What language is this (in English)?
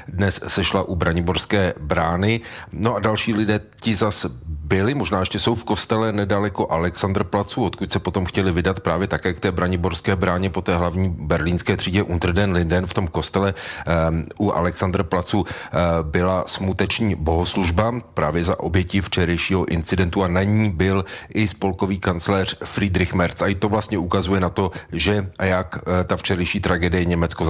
Czech